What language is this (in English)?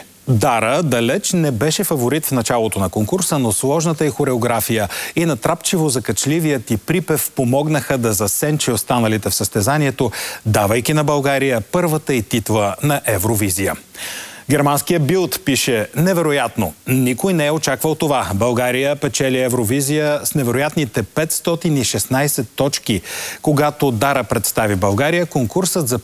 Bulgarian